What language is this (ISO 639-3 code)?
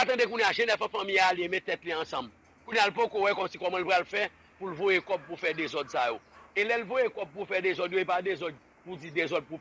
hat